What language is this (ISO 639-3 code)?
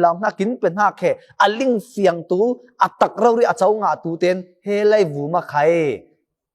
cfm